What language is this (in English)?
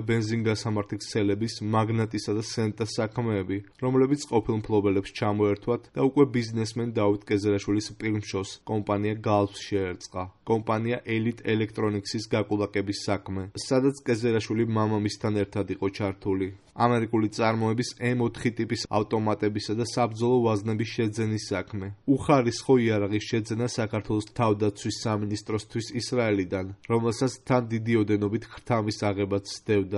Georgian